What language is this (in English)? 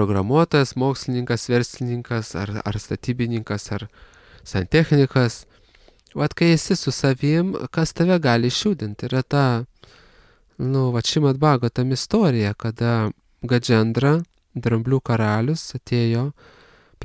Lithuanian